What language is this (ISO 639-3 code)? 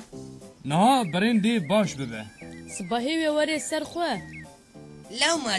kur